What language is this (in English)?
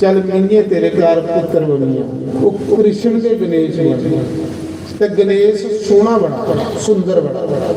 Dogri